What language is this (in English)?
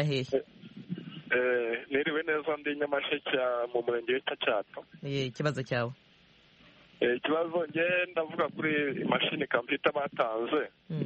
Kinyarwanda